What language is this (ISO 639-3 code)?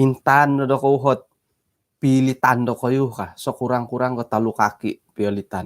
dtp